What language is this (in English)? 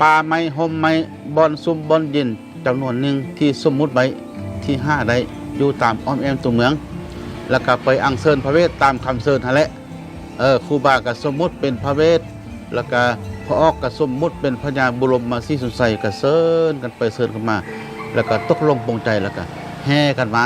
Lao